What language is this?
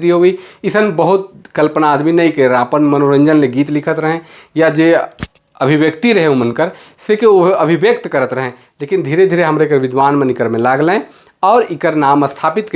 Sadri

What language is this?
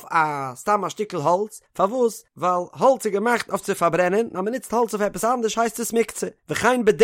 Yiddish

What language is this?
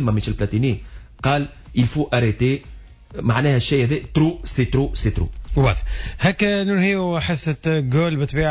Tunisian Arabic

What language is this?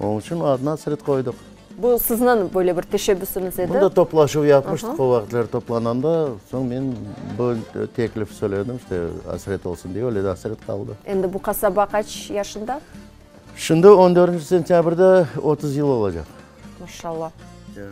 Crimean Tatar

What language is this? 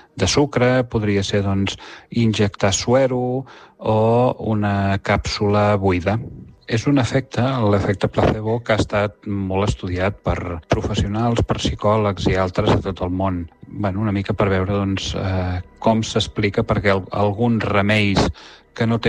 Catalan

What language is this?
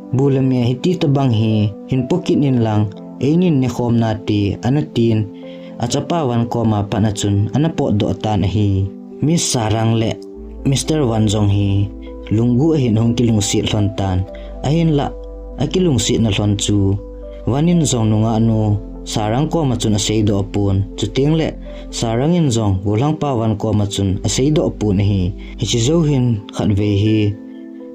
Thado Chin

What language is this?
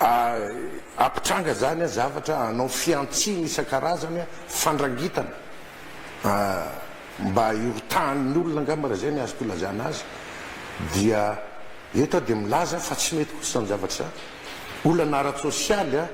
Malagasy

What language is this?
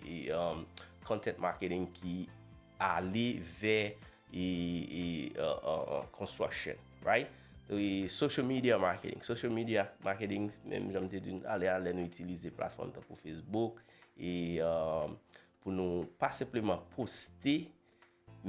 Haitian Creole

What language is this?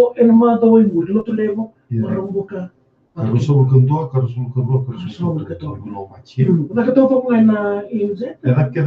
Fijian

